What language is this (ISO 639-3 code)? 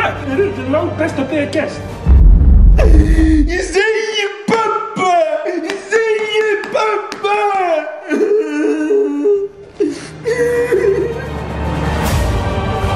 isl